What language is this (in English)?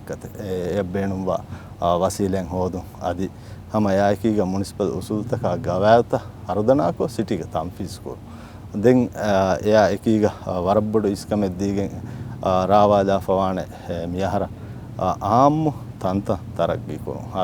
Divehi